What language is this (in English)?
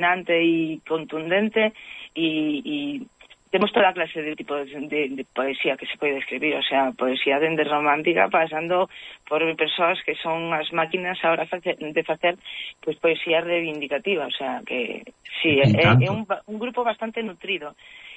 Galician